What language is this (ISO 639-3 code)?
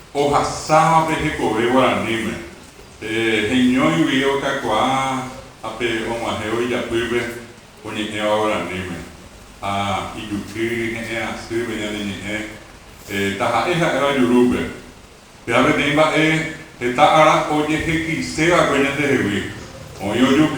grn